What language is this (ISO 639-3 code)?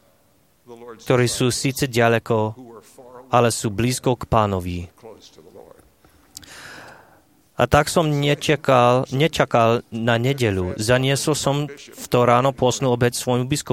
slk